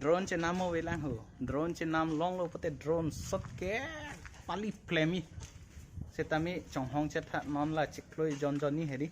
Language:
Karbi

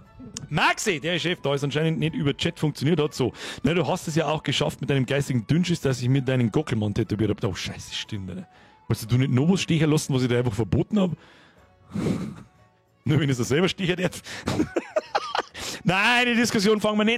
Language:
Bavarian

